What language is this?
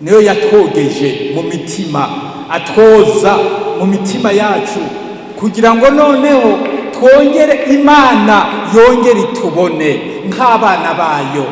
Rundi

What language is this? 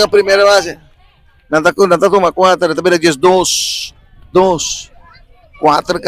Papiamento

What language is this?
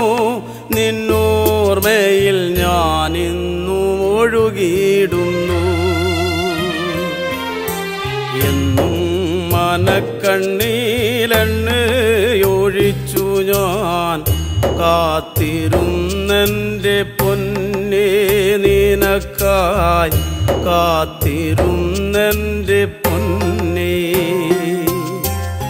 Malayalam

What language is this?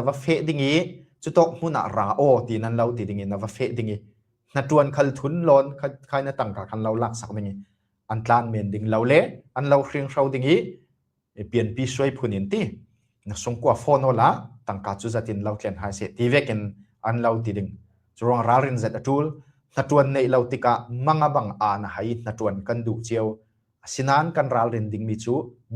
Falam Chin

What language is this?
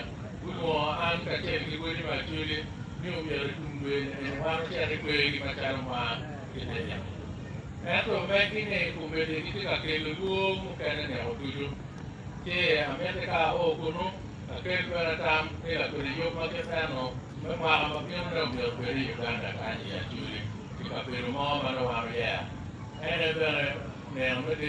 Acoli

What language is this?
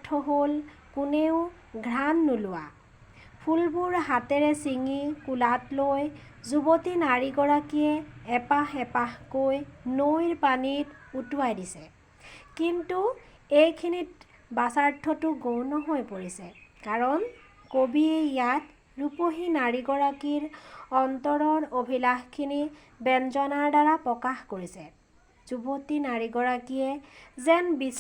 Assamese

